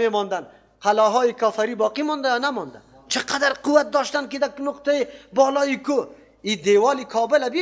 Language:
Persian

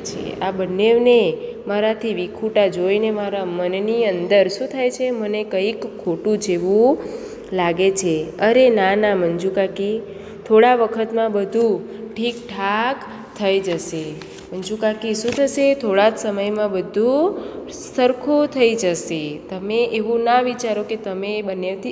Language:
Gujarati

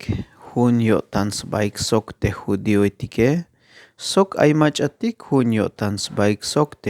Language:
Tzeltal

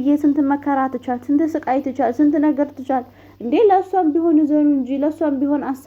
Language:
Amharic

